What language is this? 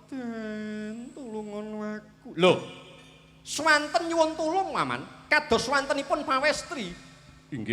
Javanese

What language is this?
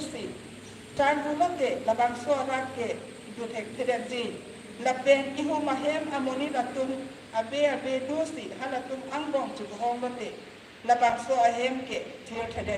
Karbi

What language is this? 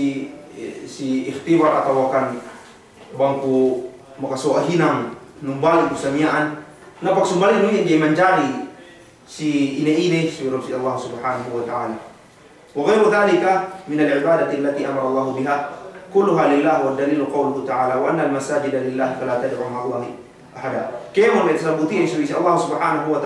Yakan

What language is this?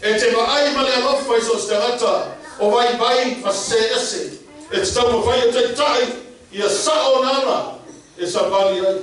Samoan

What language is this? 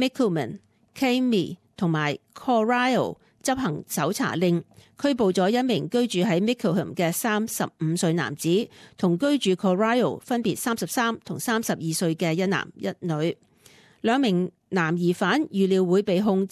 Cantonese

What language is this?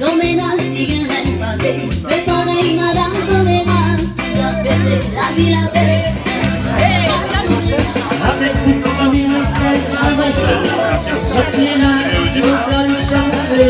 Réunion Creole French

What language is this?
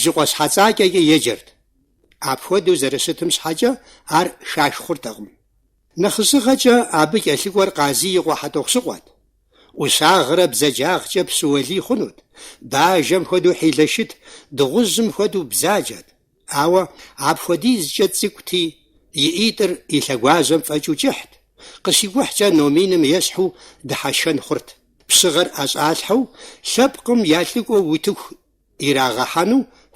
Kabardian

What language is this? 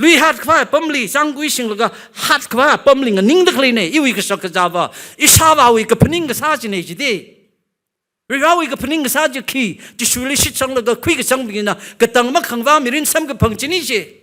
Tangkhul Naga (India)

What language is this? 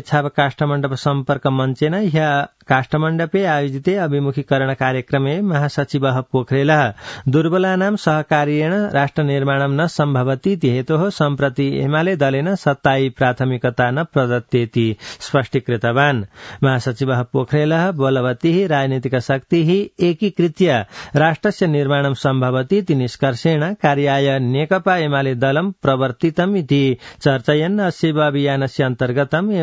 Sanskrit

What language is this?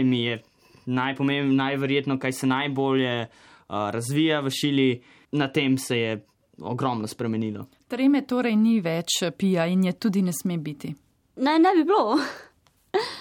Slovenian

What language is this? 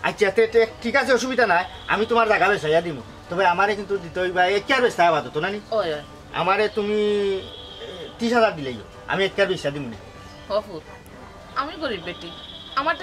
Sylheti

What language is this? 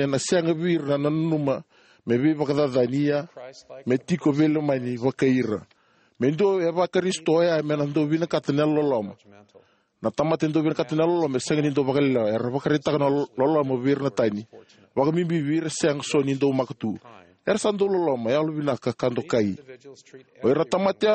Fijian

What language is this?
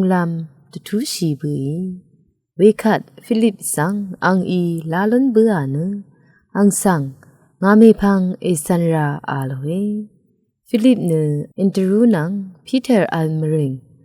Rawang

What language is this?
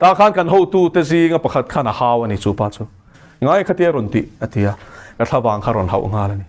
Mizo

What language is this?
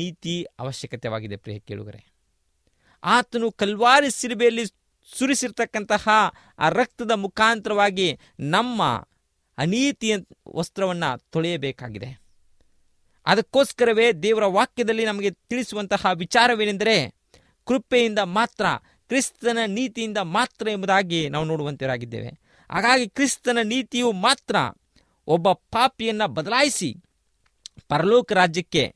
Kannada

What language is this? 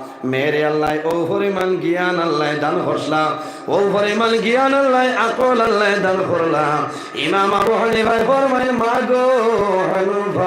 Sylheti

